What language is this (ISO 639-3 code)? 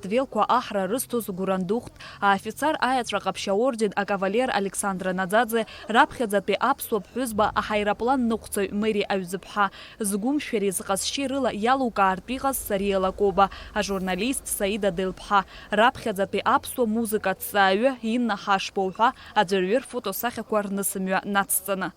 abk